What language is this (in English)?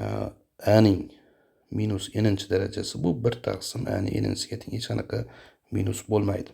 Uzbek